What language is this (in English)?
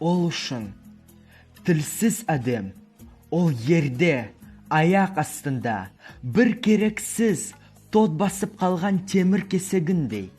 Nogai